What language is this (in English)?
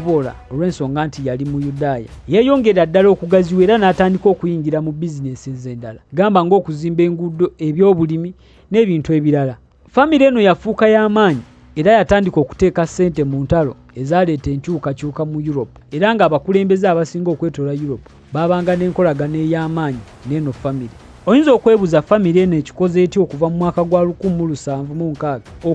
Ganda